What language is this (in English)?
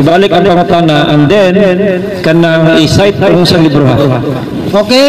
Cebuano